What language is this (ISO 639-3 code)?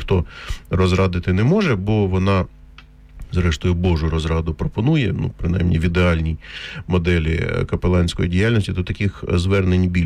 ukr